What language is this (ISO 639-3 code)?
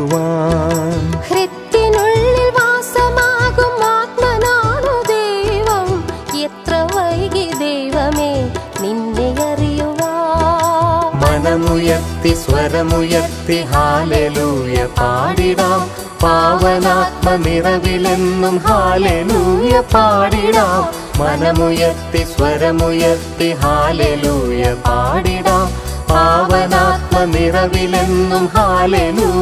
mal